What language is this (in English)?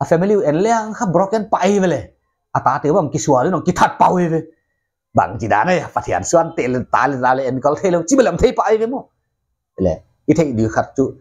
Paite Chin